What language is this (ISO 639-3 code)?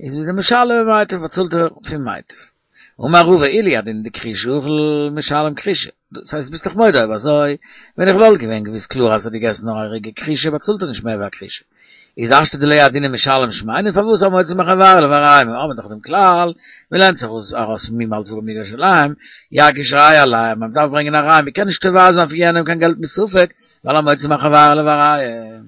yid